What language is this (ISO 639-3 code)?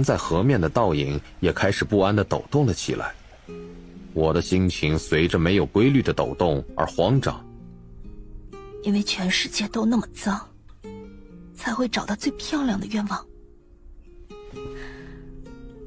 zho